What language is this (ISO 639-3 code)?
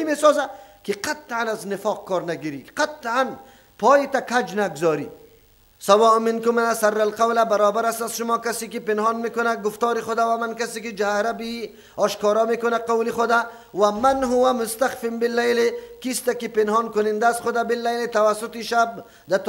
fas